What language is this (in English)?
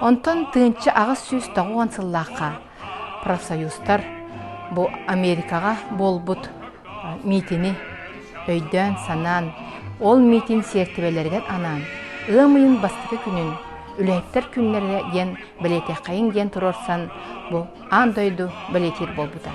Yakut